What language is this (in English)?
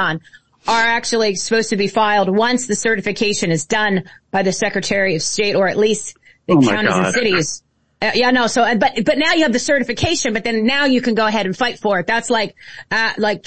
English